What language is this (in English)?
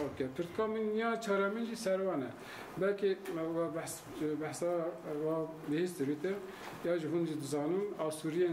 Kurdish